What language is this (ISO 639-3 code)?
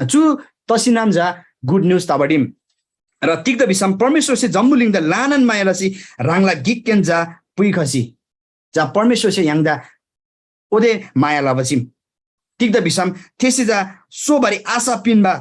taj